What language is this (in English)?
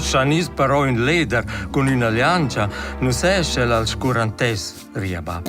Romansh